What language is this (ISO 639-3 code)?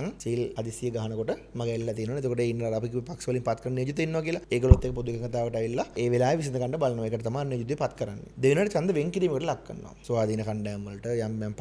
sin